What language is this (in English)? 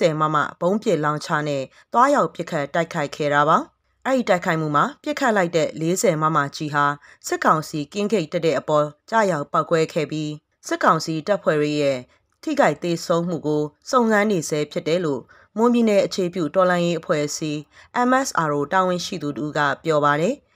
Burmese